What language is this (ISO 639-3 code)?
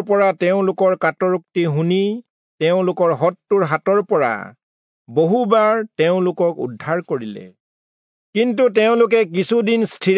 asm